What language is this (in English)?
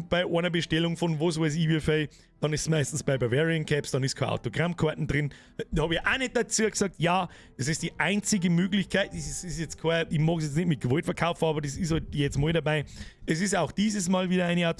Bavarian